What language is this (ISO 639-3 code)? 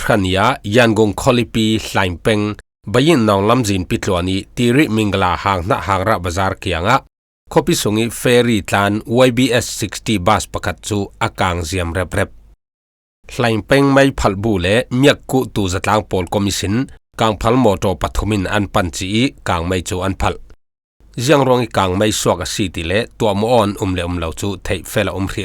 cfm